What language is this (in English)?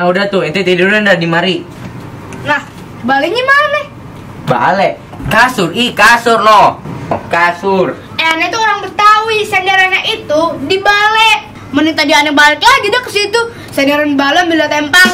Betawi